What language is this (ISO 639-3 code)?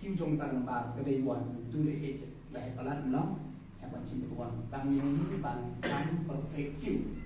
kha